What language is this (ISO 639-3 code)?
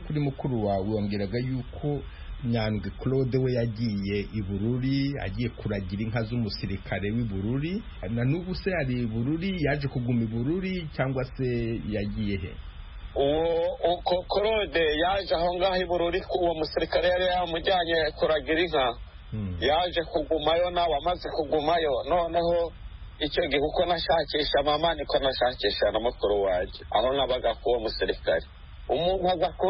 kin